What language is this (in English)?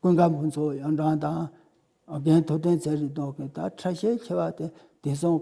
Tibetan